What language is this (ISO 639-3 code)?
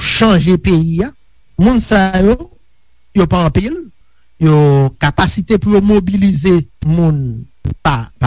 hat